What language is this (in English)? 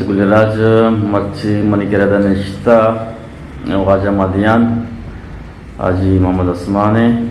Eastern Balochi